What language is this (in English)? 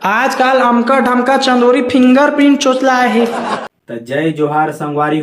Chhattisgarhi